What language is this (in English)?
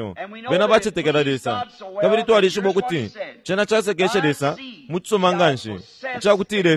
Bemba